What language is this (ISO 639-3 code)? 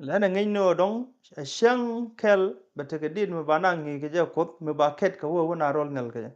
nus